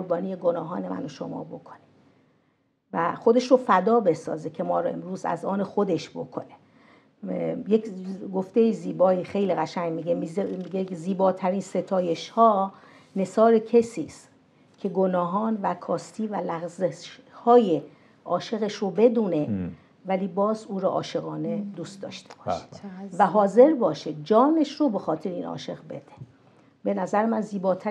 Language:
Persian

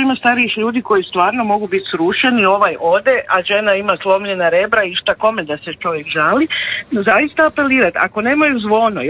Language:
Croatian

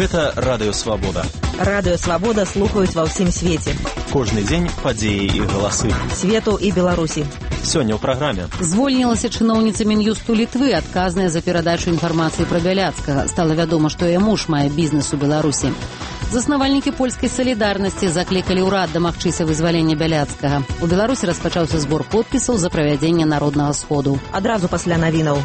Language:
Belarusian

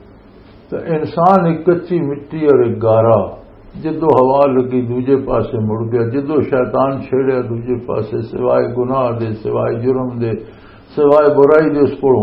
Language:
Western Panjabi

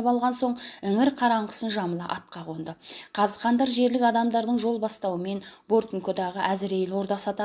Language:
Kazakh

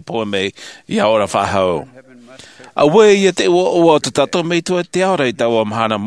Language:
Tahitian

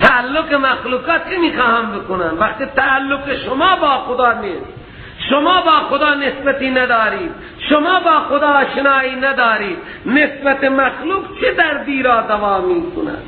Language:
Persian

